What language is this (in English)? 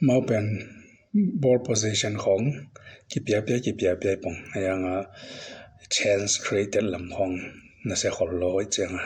Tedim Chin